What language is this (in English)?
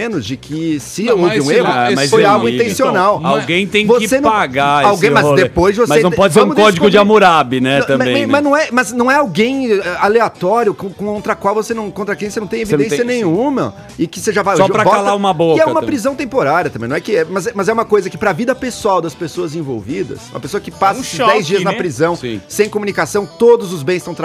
Portuguese